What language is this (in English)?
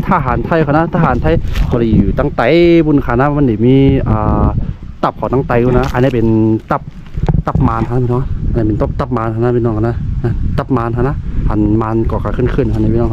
Shan